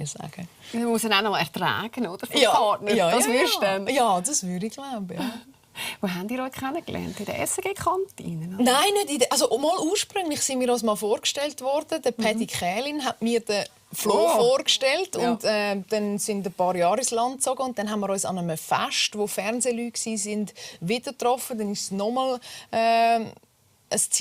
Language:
Swiss German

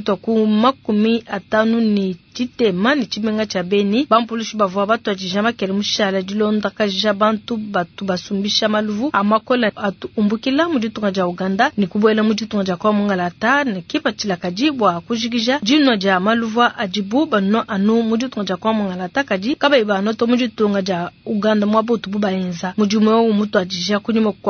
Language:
Luba-Lulua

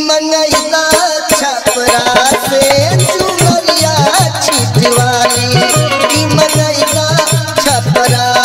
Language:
Bhojpuri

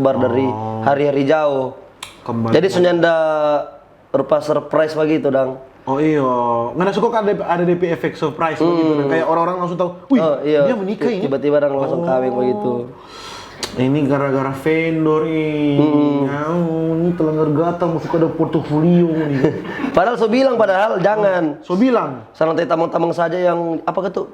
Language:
Manado Malay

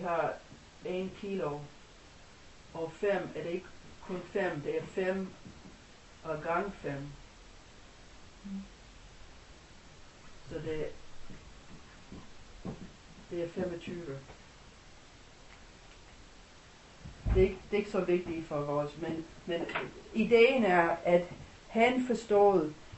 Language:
Danish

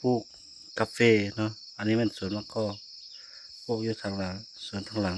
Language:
Lao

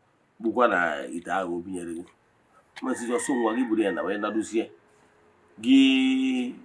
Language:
Igbo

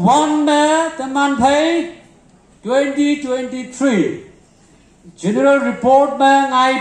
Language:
Konyak Naga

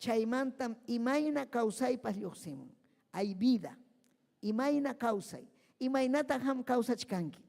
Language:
Ayacucho Quechua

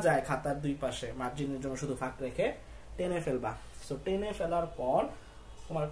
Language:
Bangla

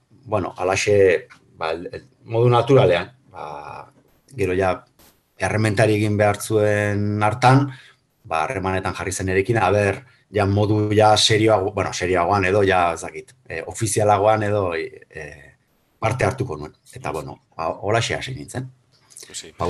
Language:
Basque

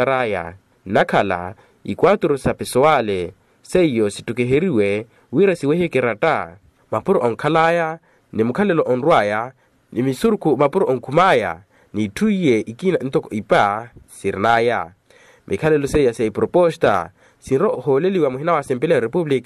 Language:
Makhuwa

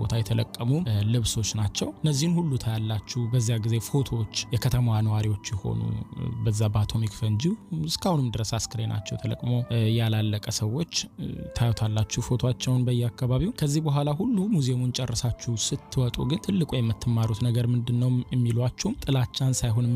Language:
Amharic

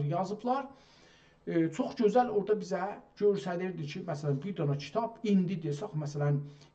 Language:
South Azerbaijani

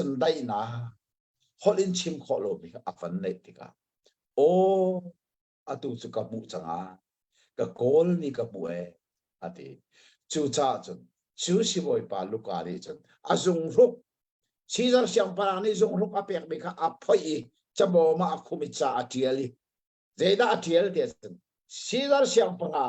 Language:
Hakha Chin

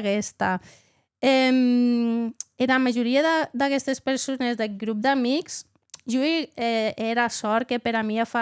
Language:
Occitan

